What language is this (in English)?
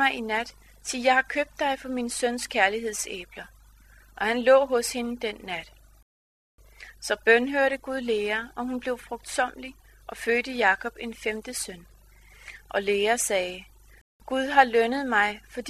Danish